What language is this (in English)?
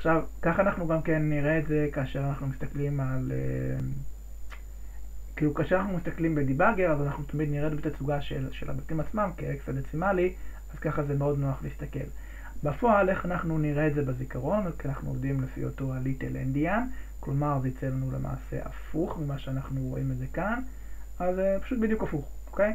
Hebrew